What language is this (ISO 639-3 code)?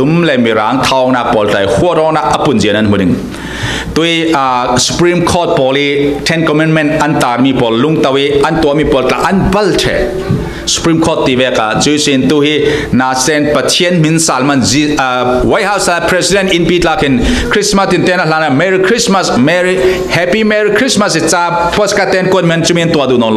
cfm